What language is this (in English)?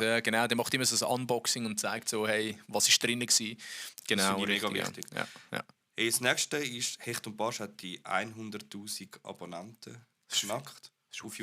Swiss German